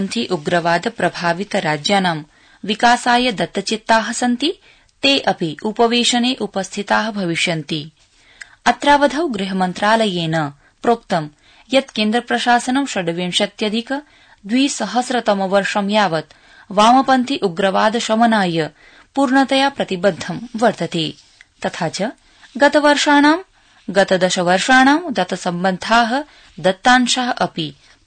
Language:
Sanskrit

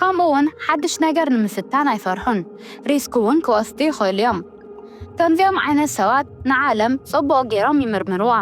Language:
Tigrinya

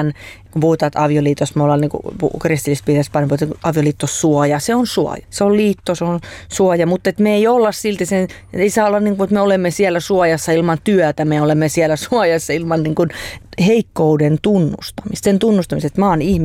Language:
Finnish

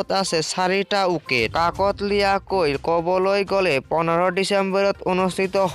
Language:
Assamese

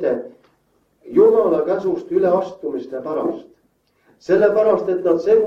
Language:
Estonian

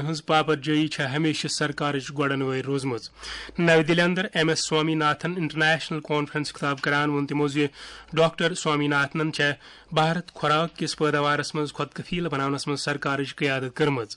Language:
Kashmiri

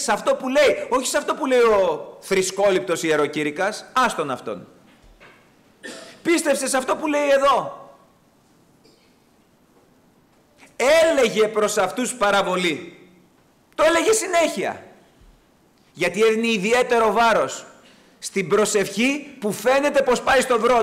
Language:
Greek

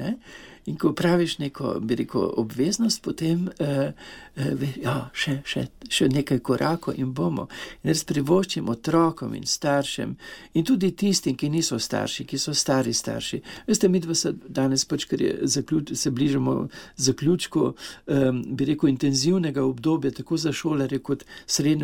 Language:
Slovenian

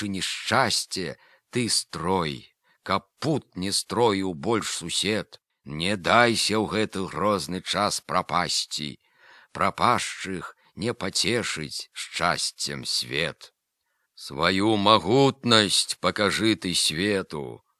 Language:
Belarusian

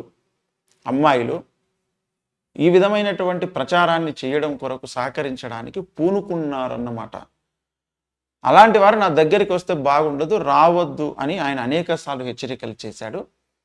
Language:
Telugu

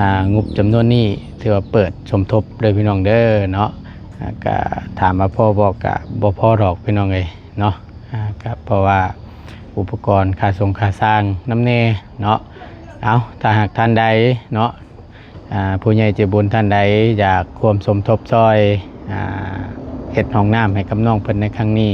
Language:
Lao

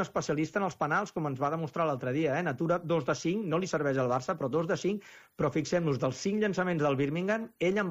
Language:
Catalan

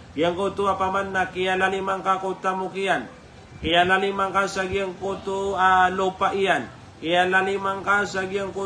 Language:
Maranao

